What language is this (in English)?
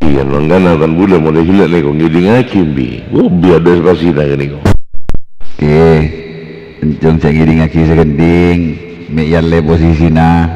Madurese